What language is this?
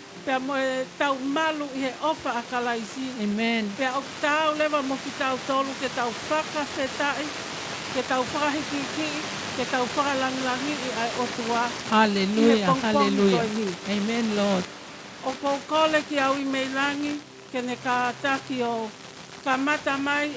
Tongan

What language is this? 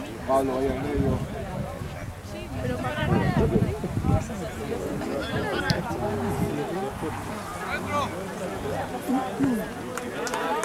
Spanish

